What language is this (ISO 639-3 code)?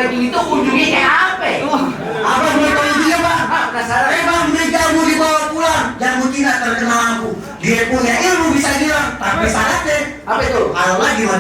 bew